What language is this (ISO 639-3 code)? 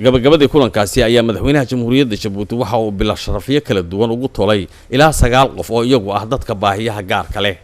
som